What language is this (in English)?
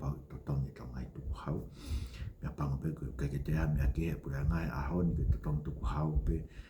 Tongan